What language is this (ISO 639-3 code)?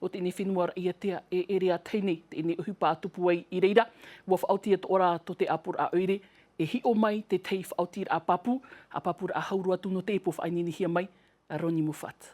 tah